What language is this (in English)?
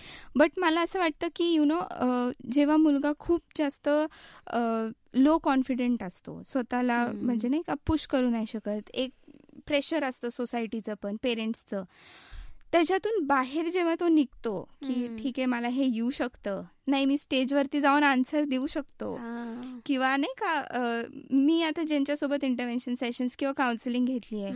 Marathi